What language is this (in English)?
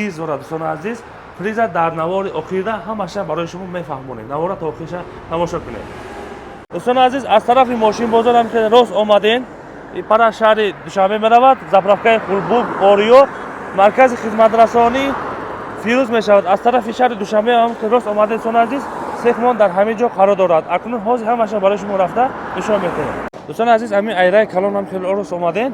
Tajik